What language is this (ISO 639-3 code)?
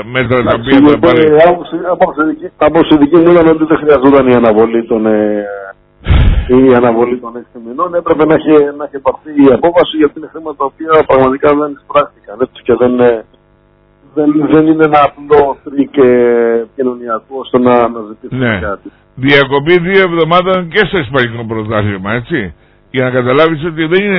ell